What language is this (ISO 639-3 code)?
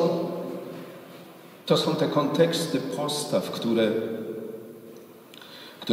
pol